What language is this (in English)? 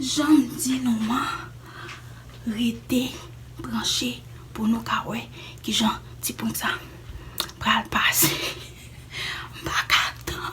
Haitian Creole